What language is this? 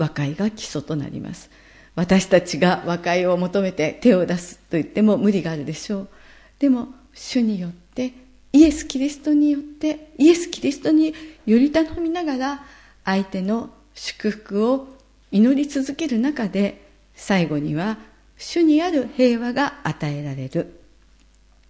Japanese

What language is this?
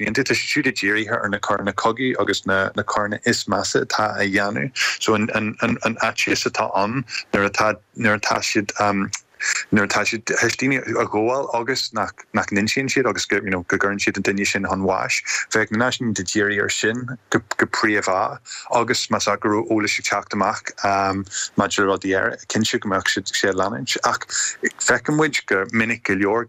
Irish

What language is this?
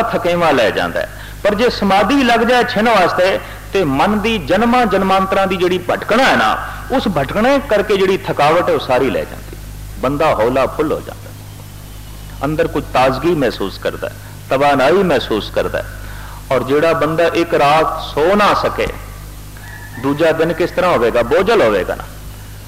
Punjabi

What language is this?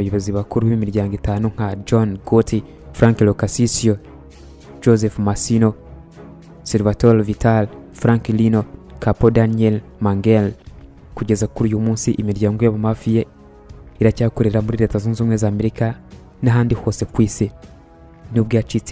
Kinyarwanda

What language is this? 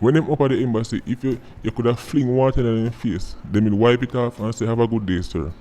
Jamaican Creole English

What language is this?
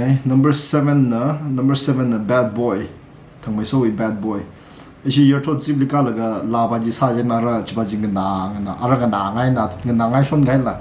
Tangkhul Naga (India)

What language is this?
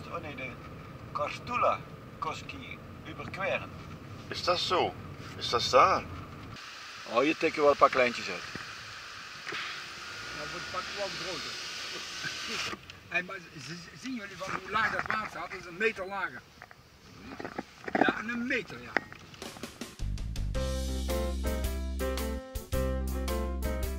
Dutch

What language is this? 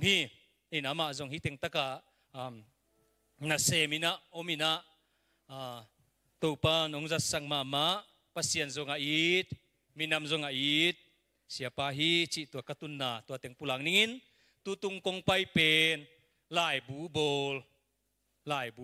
Tedim Chin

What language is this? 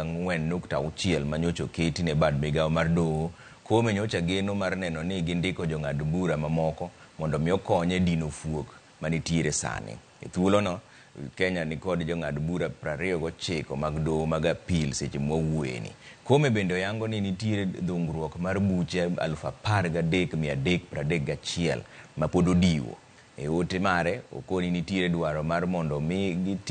Luo (Kenya and Tanzania)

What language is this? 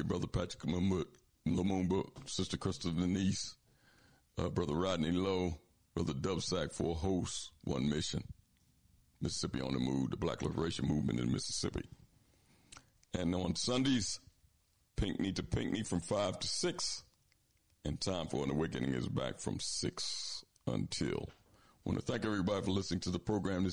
English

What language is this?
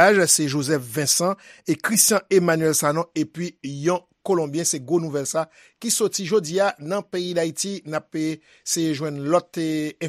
Haitian Creole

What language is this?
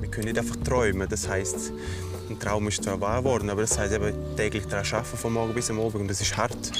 Swiss German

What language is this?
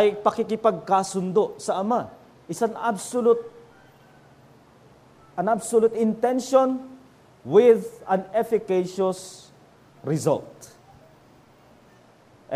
Filipino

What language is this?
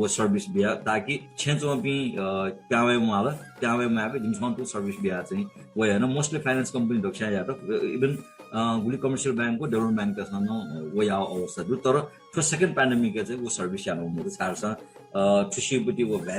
Newari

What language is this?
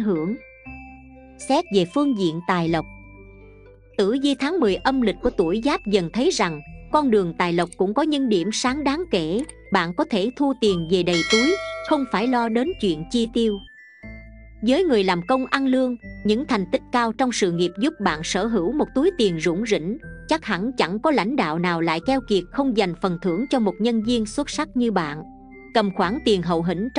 Vietnamese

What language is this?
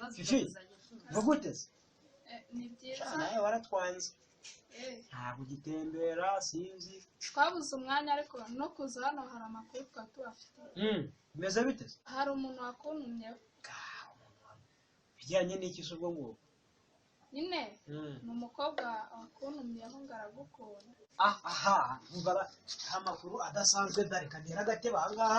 Kinyarwanda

